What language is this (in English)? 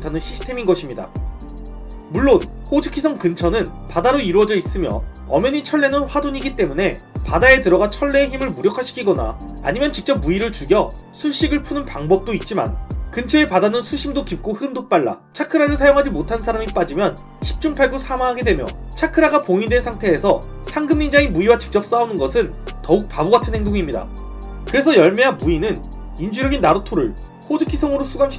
Korean